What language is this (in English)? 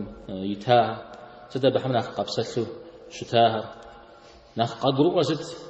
Kabardian